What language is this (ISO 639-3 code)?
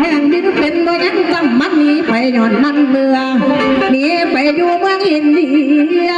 tts